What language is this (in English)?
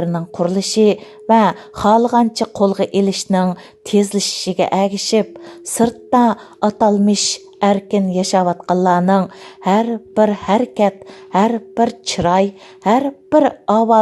Uyghur